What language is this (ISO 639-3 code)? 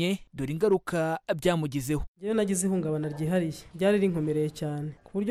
kin